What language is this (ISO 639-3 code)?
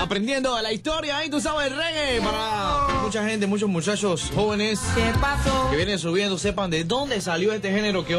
spa